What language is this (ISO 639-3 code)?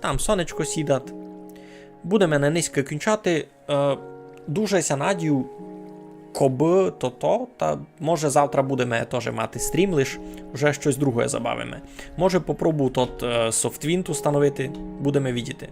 rue